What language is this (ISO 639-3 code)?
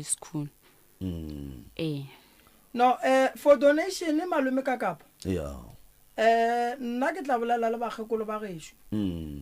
nso